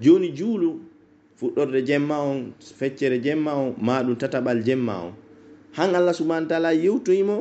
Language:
Pular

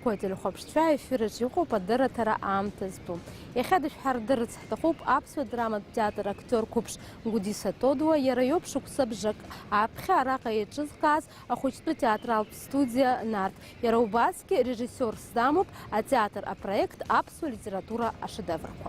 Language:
Abkhazian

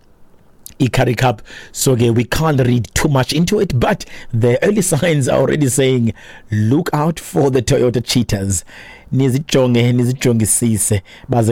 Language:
Xhosa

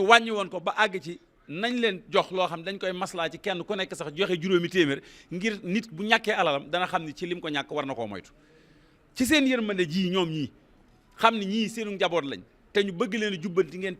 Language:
Wolof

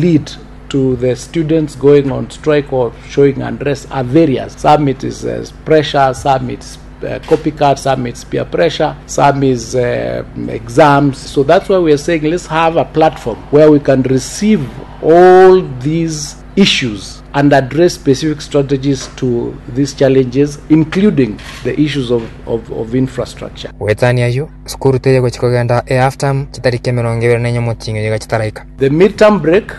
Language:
Gusii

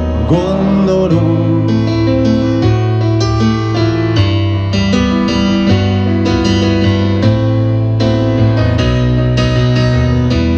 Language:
Hungarian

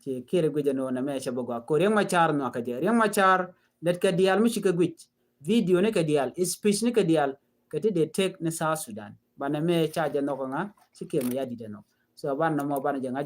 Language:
Nuer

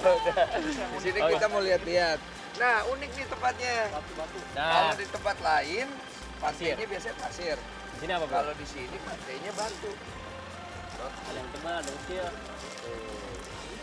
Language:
Indonesian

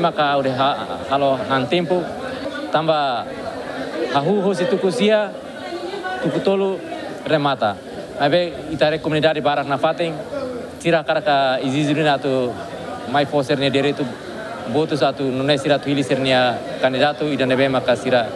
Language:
Tetum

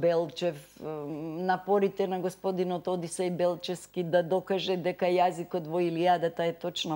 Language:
Macedonian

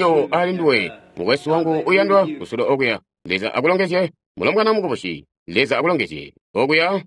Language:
Tonga (Zambia)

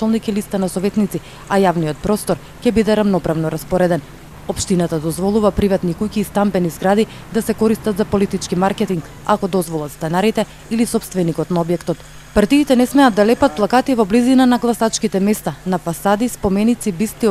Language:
Macedonian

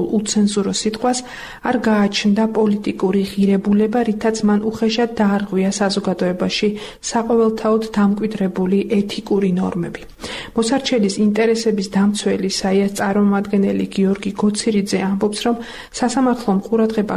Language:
Georgian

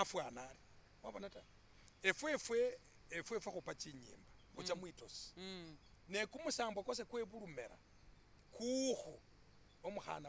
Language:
Masaaba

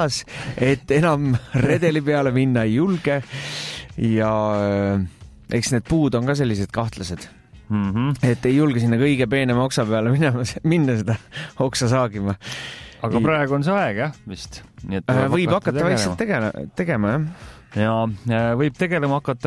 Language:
Estonian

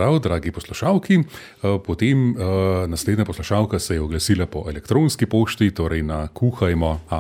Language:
Slovenian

